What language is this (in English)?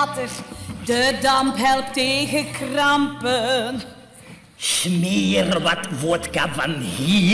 Dutch